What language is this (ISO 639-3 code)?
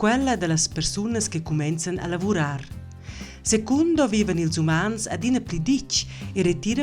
roh